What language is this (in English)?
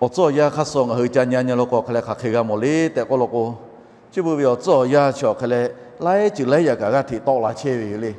Lahu